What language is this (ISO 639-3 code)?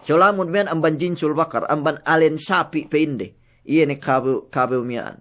yka